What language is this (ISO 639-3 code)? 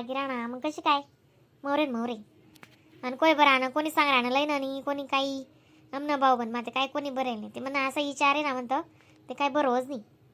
khn